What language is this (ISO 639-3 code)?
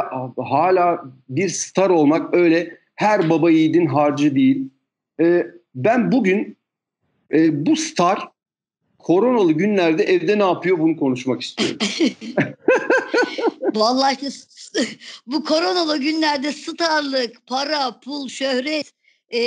tur